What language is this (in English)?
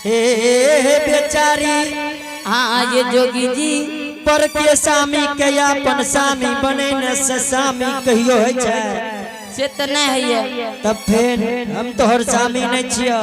Angika